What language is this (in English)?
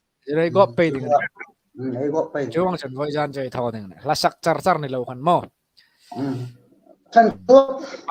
Hmar